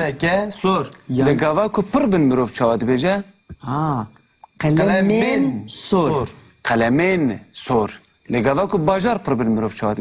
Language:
Kurdish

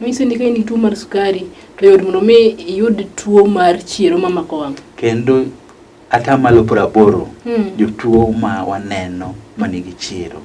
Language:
Luo (Kenya and Tanzania)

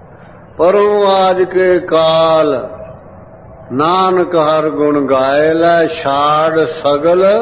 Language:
Punjabi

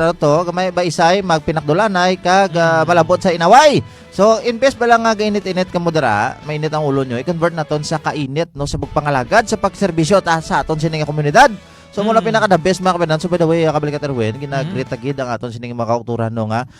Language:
Hiligaynon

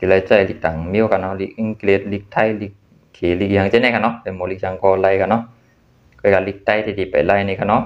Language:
Shan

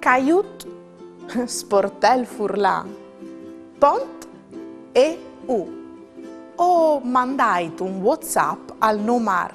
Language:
Friulian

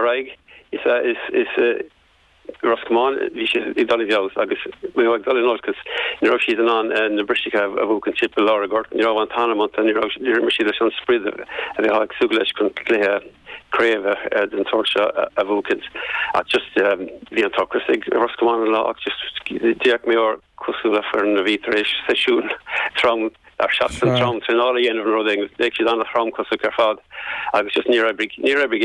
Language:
Irish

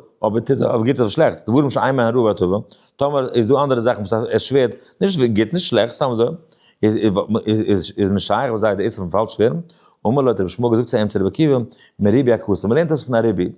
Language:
Yiddish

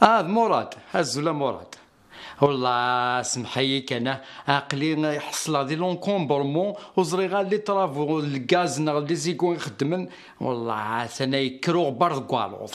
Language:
Kabyle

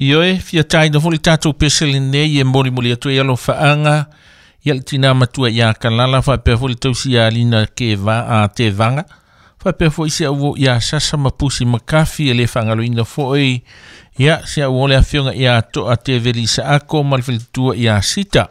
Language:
Samoan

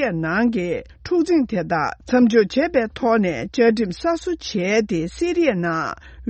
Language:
Tibetan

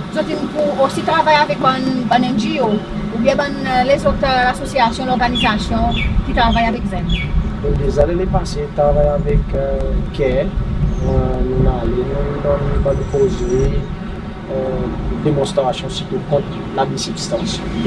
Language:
Seselwa Creole French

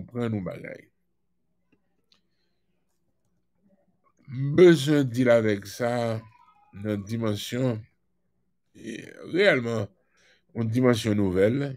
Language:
French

